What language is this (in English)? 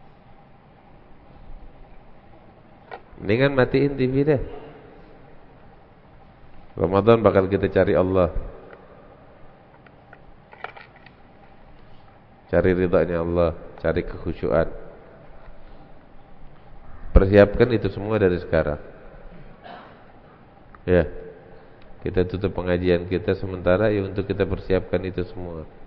Indonesian